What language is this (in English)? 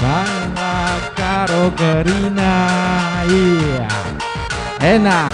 Batak Karo